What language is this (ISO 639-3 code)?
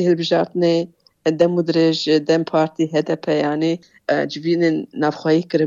kur